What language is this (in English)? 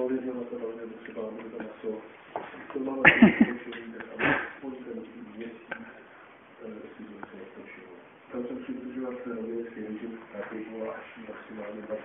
Czech